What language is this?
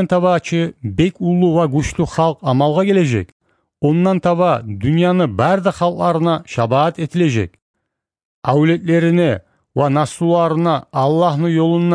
Kumyk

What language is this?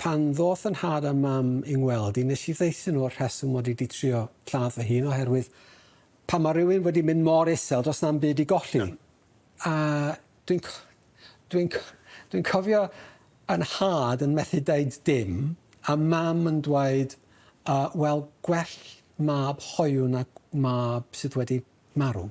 Welsh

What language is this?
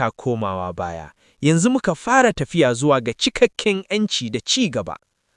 Hausa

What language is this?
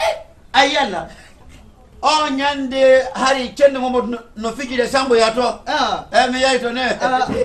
Fula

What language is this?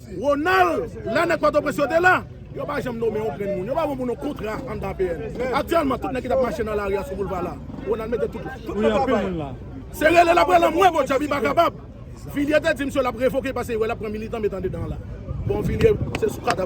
Haitian Creole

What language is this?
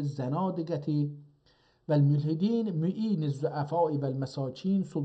South Azerbaijani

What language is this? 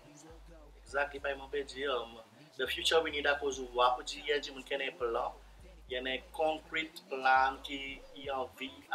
Seselwa Creole French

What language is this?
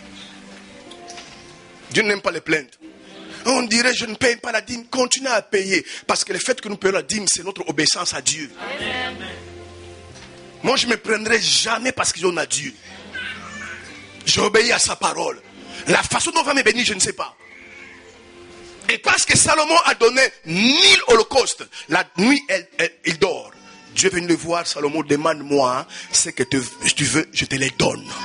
French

